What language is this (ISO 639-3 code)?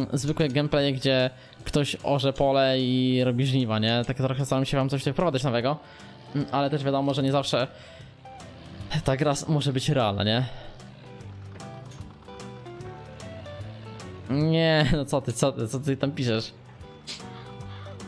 pol